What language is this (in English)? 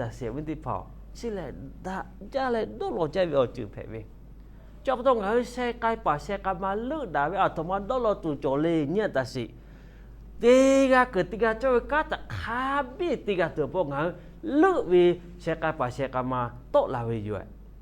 Lahu